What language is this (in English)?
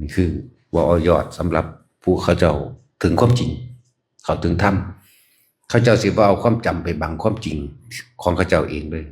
Northeastern Thai